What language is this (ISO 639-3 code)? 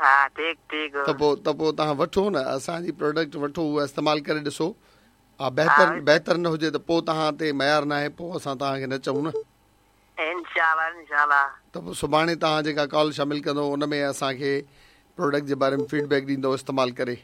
snd